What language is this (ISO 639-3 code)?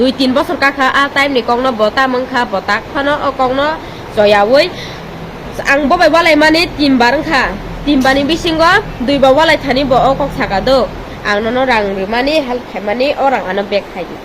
trp